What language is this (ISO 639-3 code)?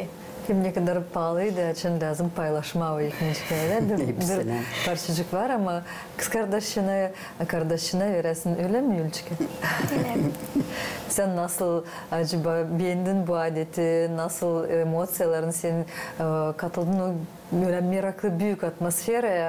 gag